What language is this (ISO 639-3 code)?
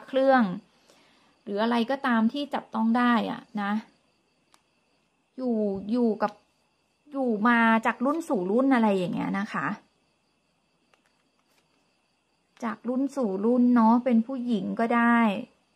tha